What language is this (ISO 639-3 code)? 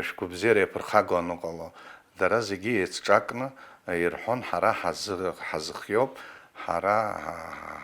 abk